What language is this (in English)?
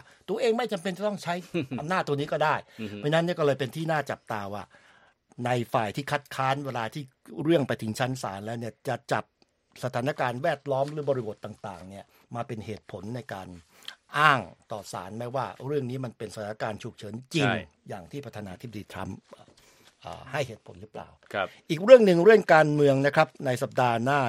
Thai